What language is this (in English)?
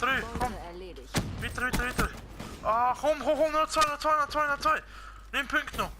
Swiss German